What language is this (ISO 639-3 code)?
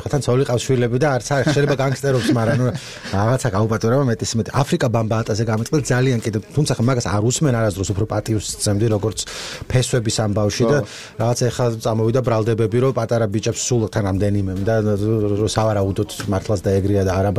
kat